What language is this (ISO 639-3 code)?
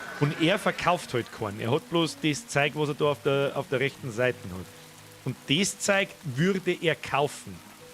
bar